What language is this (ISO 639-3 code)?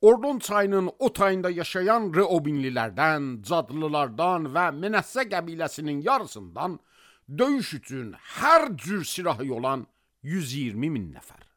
aze